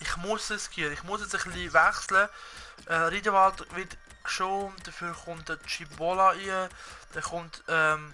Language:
Swiss German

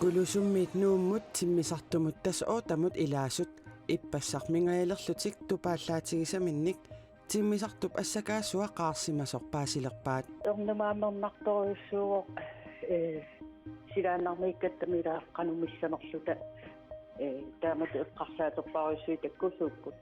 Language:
Kalaallisut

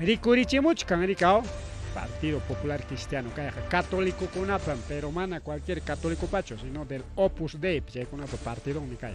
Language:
Ayacucho Quechua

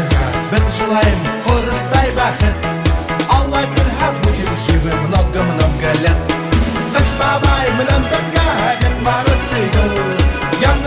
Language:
Bashkir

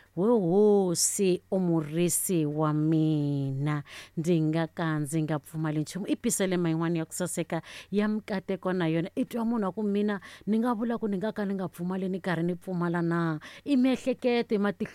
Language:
Tsonga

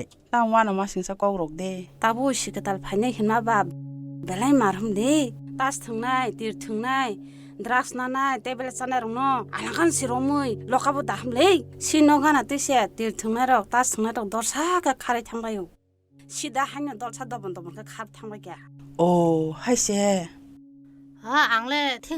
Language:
Kok Borok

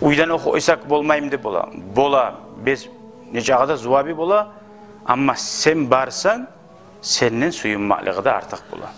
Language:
Kumyk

